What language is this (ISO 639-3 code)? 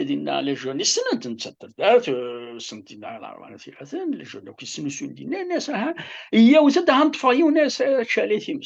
kab